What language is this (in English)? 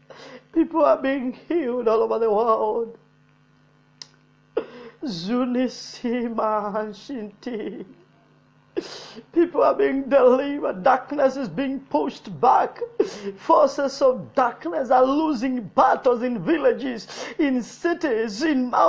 English